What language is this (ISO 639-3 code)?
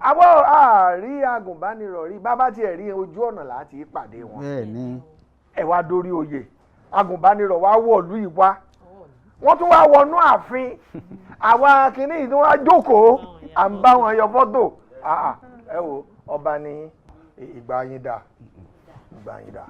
yor